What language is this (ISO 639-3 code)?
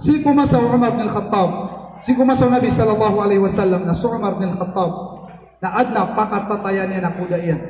mrw